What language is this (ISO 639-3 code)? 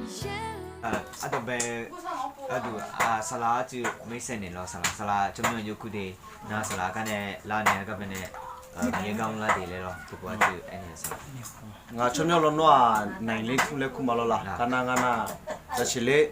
ahk